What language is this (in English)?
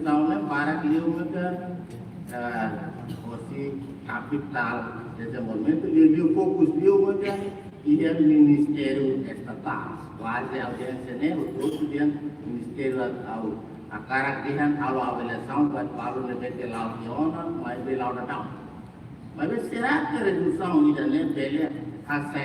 Tetum